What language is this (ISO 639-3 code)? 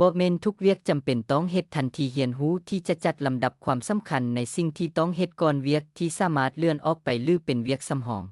lao